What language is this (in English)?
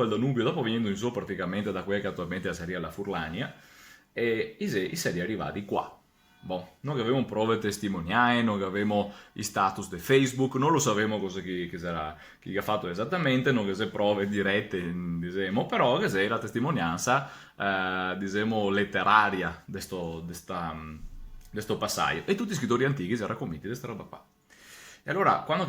Venetian